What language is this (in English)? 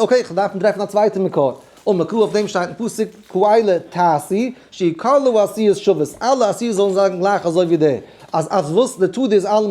Yiddish